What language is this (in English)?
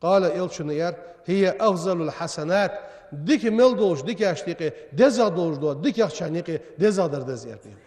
Ingush